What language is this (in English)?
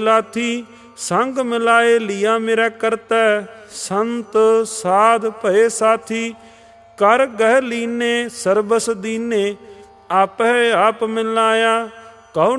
Punjabi